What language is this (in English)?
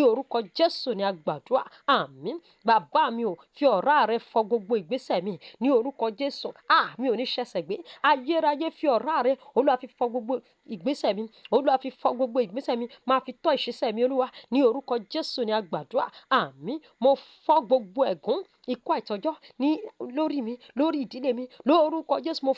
Yoruba